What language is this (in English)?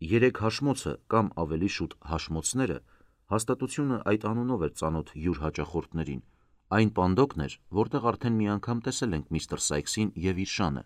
Armenian